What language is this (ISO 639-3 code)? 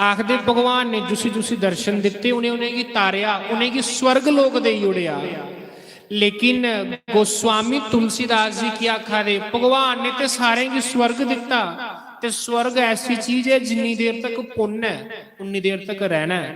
doi